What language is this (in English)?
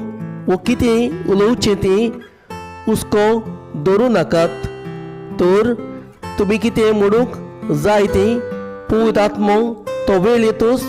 Konkani